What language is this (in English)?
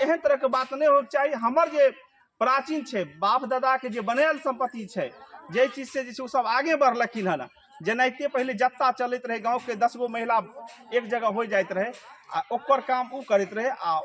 Maithili